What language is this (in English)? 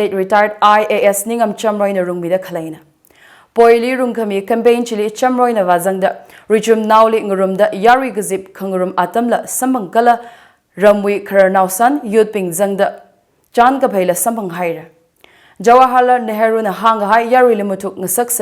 Tangkhul Naga (India)